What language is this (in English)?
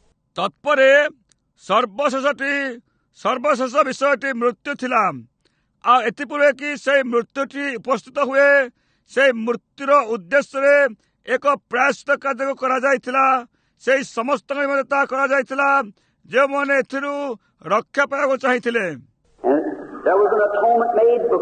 Odia